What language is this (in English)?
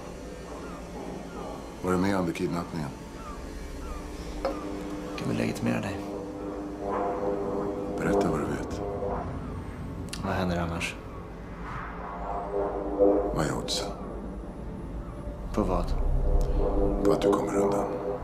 Swedish